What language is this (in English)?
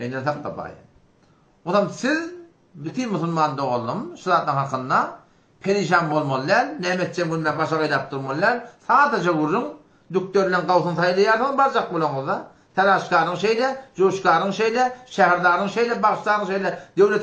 Turkmen